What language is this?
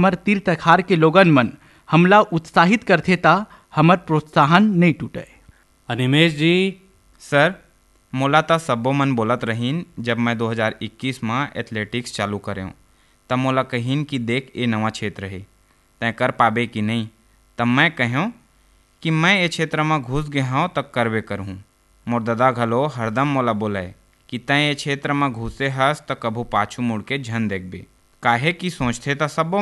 Chhattisgarhi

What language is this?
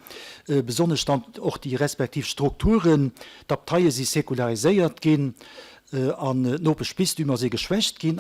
Luxembourgish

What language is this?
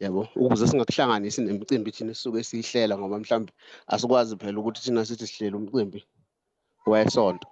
Zulu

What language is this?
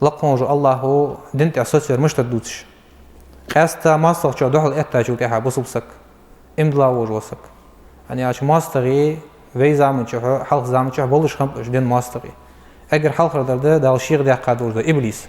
Ingush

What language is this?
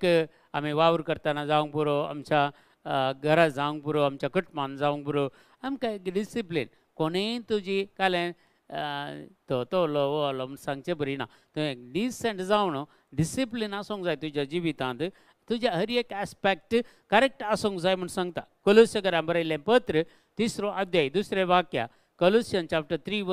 Konkani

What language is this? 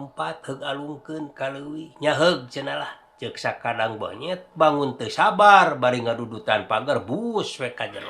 Sundanese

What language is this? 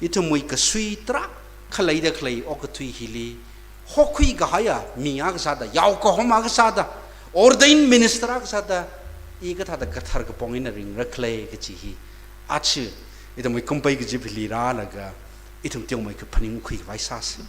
Tangkhul Naga (India)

